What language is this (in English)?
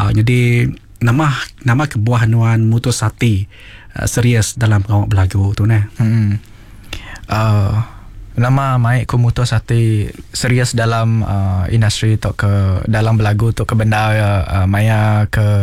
Iban